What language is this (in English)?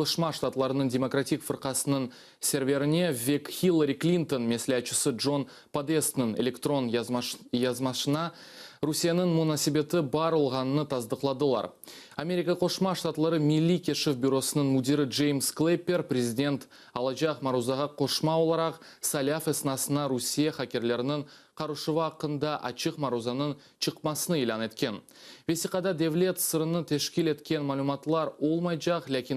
Crimean Tatar